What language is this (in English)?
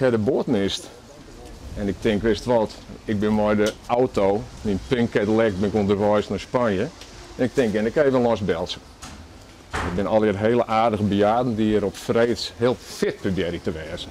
Western Frisian